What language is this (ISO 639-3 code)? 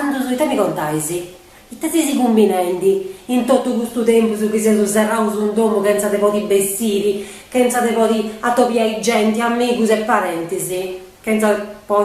srd